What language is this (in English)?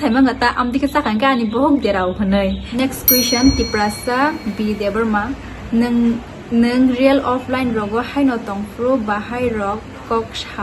Kok Borok